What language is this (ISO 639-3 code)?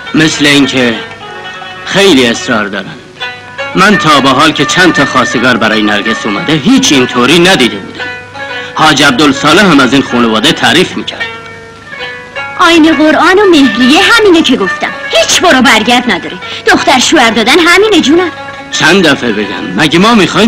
fas